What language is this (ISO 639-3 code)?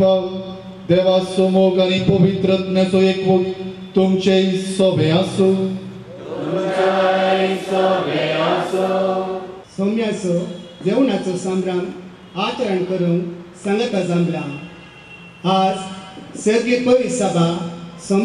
kok